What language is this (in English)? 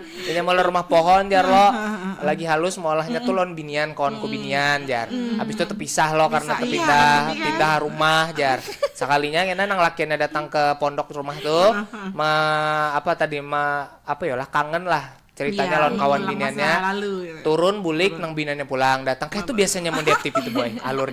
Banjar